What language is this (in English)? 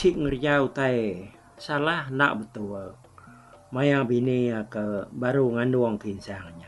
Iban